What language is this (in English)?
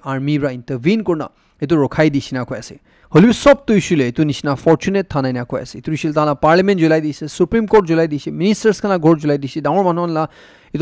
Naga Pidgin